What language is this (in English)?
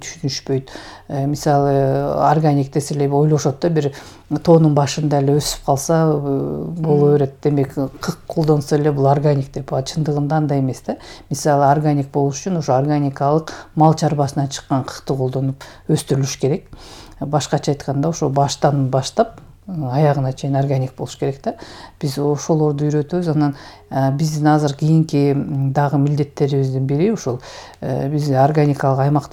Kyrgyz